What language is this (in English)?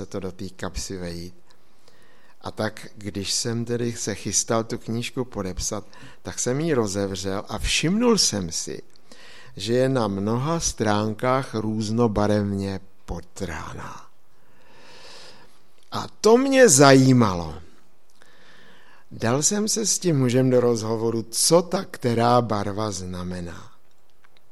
Czech